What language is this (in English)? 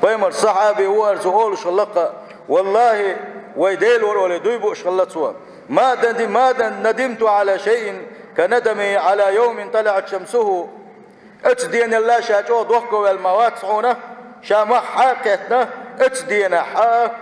Chechen